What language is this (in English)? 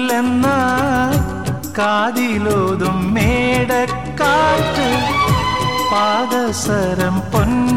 Malayalam